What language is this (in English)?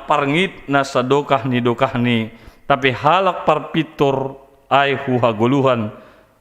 Batak Simalungun